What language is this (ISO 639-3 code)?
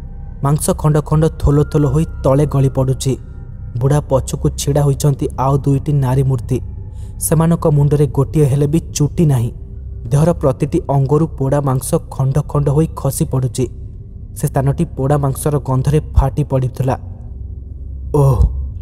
ori